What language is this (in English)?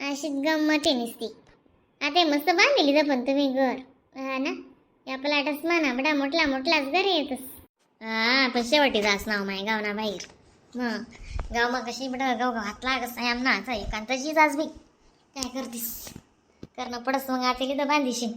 Khandesi